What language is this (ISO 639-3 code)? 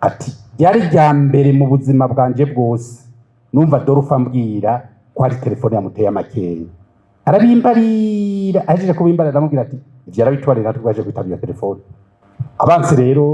run